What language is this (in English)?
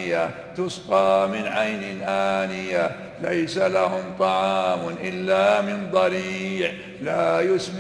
Arabic